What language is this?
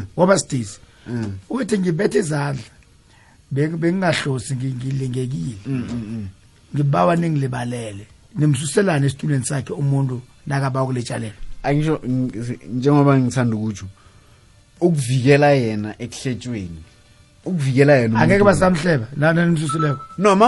South Ndebele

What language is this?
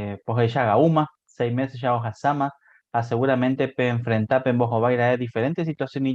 Guarani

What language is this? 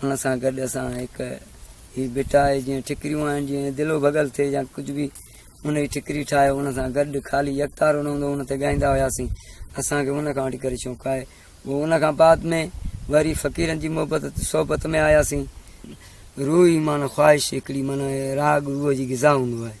Sindhi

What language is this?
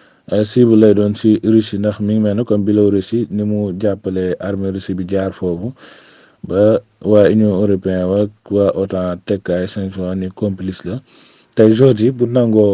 Wolof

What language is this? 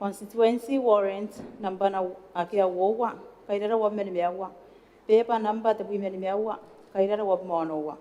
Gilbertese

